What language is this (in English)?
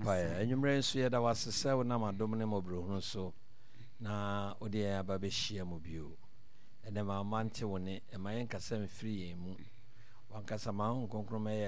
Akan